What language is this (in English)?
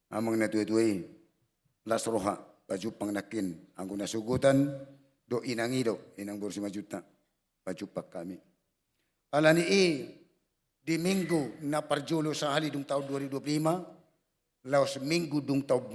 Batak Toba